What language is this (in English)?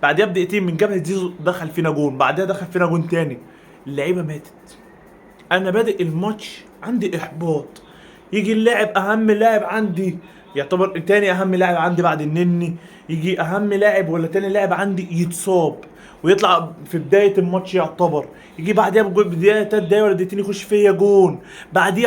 Egyptian Arabic